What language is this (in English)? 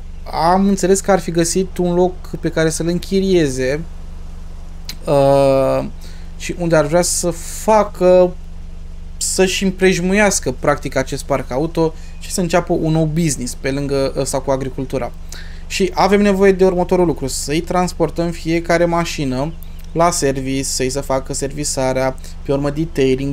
Romanian